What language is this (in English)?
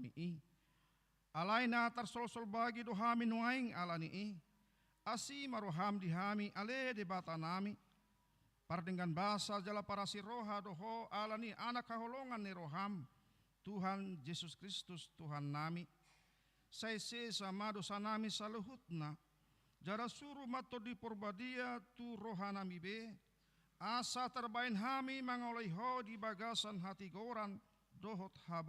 Batak Toba